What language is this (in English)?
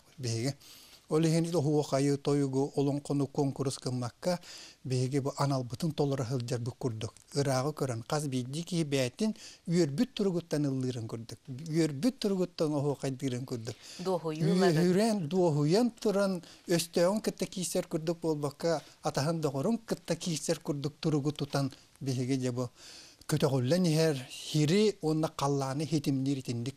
Yakut